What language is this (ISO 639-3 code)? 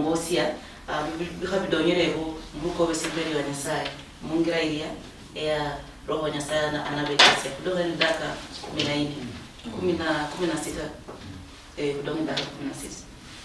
luy